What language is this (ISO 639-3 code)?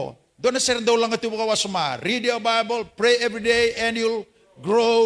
fij